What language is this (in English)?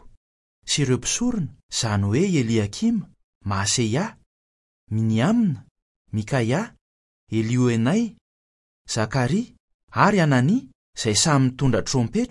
Malagasy